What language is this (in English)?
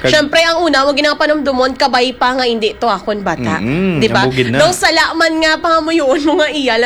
Hiligaynon